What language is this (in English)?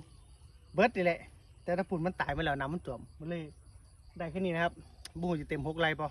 Northeastern Thai